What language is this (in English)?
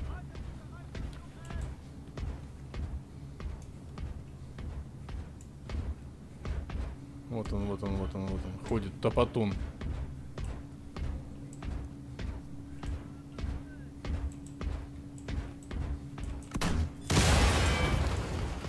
Russian